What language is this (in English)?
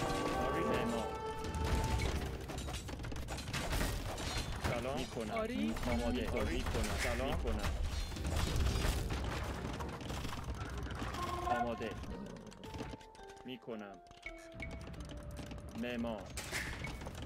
Persian